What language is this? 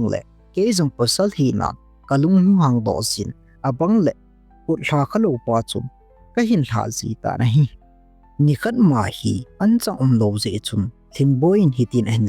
Thado Chin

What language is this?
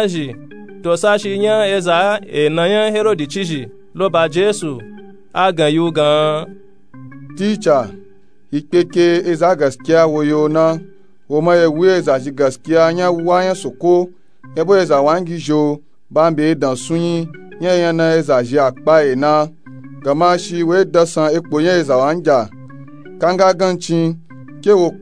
Nupe-Nupe-Tako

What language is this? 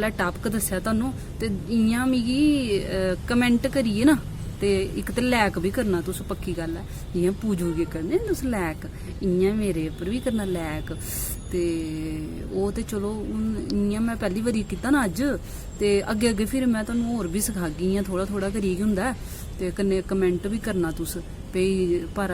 Dogri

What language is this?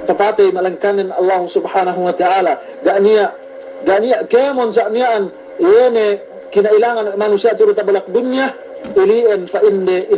Yakan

